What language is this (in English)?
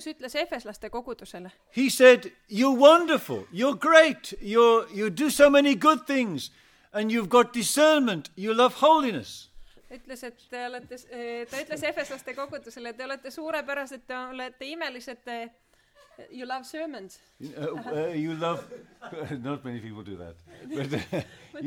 Estonian